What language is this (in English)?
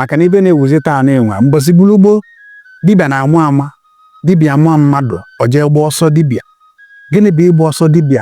Igbo